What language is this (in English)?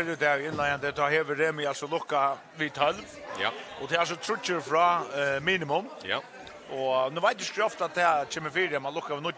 Faroese